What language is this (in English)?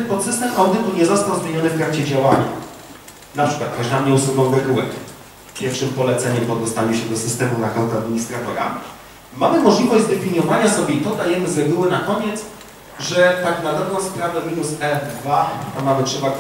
Polish